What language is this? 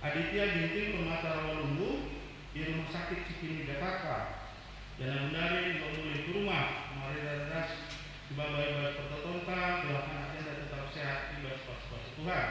Batak Karo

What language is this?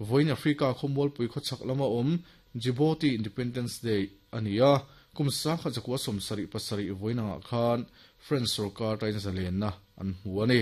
Mizo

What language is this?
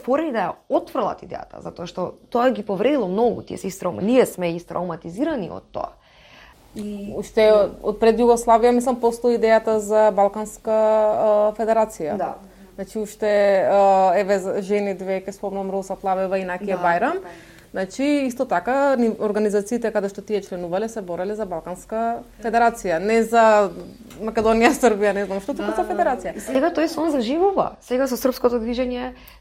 Macedonian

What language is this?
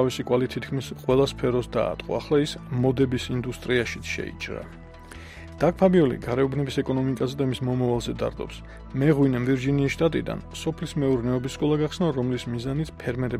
Georgian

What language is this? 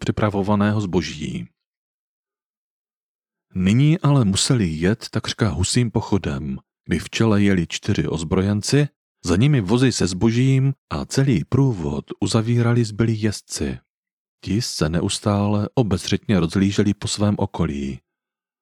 Czech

